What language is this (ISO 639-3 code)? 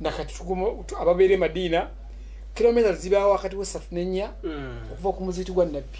lug